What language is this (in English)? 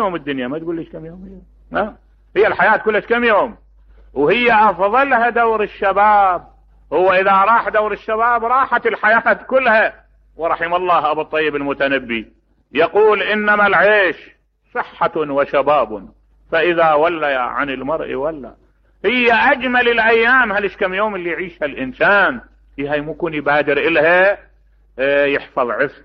Mesopotamian Arabic